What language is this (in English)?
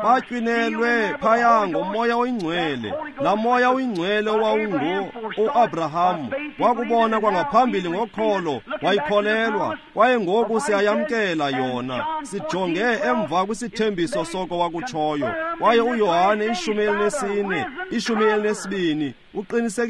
Xhosa